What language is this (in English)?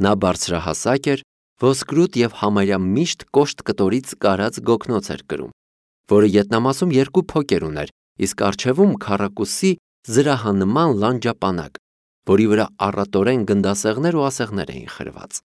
Armenian